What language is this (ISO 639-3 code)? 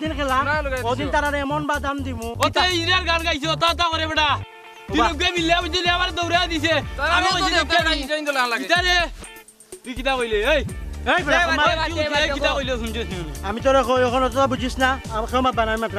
ben